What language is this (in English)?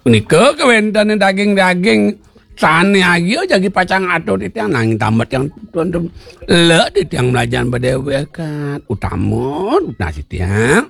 Balinese